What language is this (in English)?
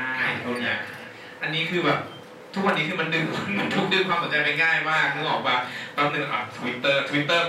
Thai